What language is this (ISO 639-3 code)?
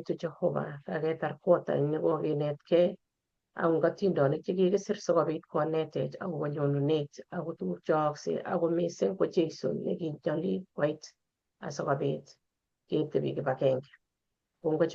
kln